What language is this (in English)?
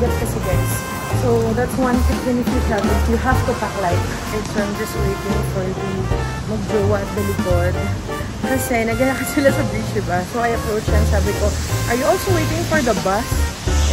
Filipino